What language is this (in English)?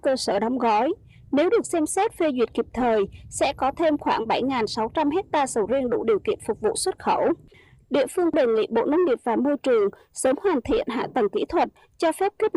Vietnamese